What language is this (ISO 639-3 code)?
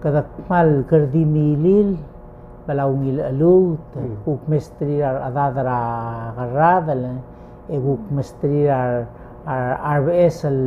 pau